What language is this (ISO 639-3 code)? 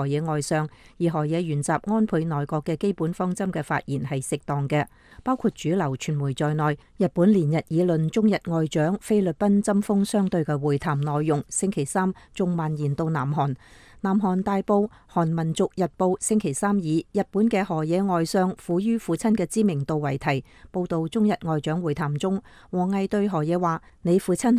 yue